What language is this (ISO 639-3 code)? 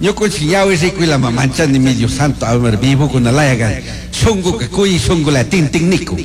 qug